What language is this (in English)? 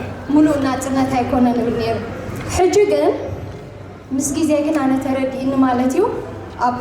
Tigrinya